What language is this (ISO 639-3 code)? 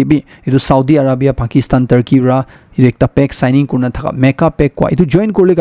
nag